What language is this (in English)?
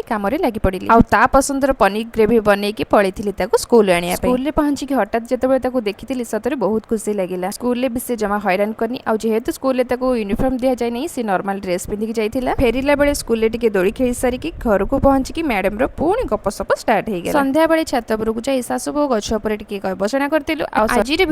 Odia